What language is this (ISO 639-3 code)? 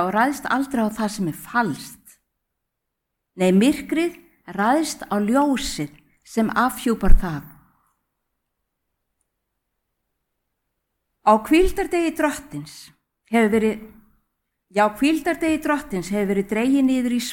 isl